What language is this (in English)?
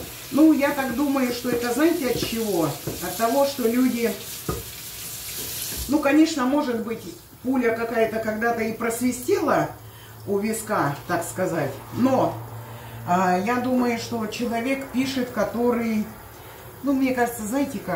Russian